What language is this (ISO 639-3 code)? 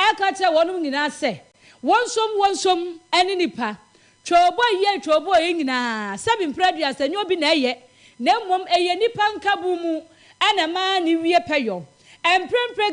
aka